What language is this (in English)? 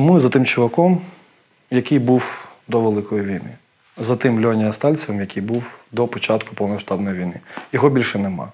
Ukrainian